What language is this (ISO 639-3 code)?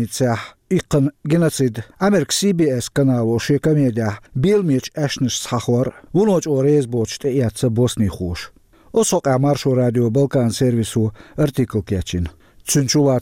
che